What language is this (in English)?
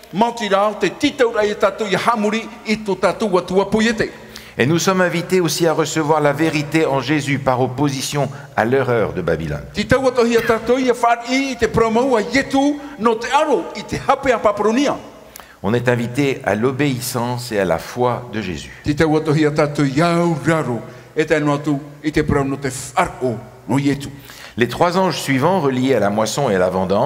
Tahitian